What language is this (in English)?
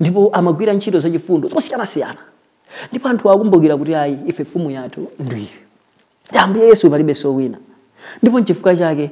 Nyanja